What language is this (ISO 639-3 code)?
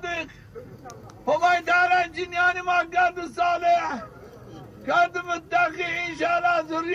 zza